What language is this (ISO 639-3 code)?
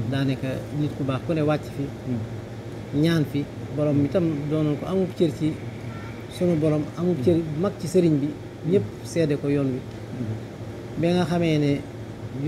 wol